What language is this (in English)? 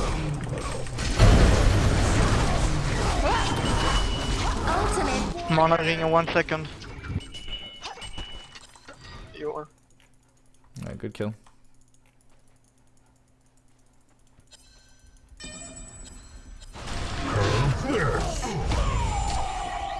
English